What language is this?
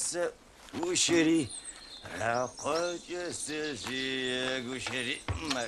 Adyghe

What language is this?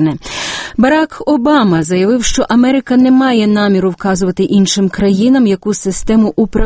Ukrainian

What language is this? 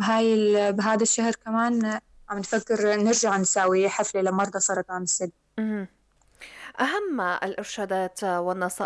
North Levantine Arabic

